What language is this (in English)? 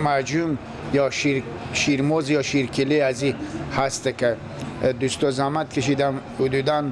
Persian